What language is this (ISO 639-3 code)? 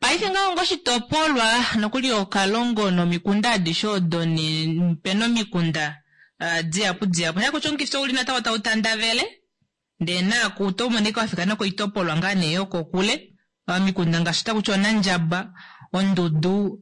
kua